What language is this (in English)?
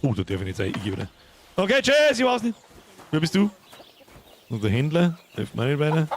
Bavarian